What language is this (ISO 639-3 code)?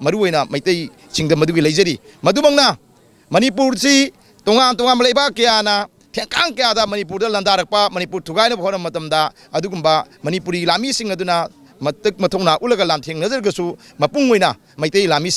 mni